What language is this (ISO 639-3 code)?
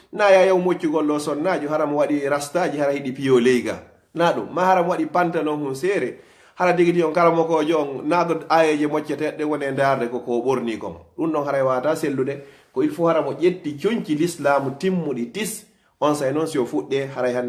ful